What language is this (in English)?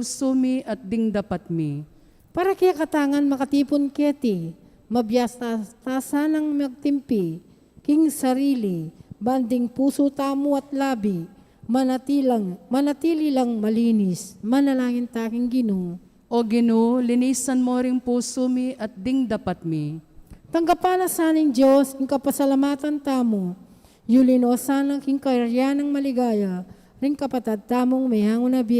Pampanga